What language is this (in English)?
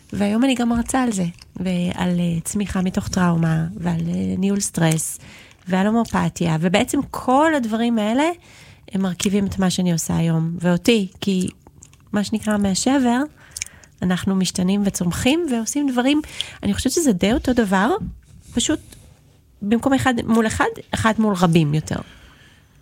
Hebrew